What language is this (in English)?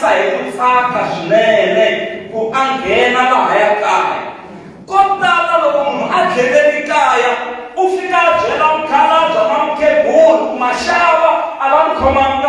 Tsonga